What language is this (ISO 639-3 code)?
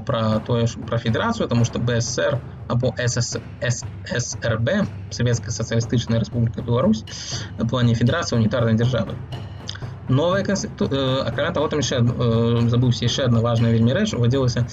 bel